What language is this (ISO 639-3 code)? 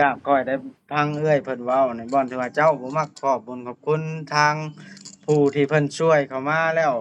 lao